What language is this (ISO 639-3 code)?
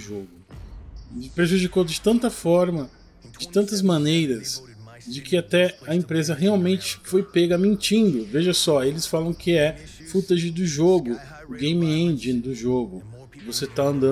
por